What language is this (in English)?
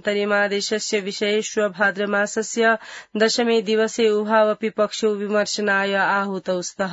Sanskrit